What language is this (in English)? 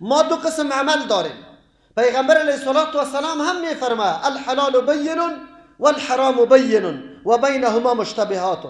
Persian